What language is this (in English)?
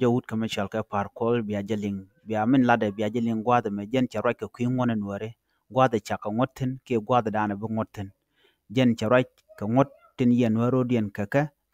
Nuer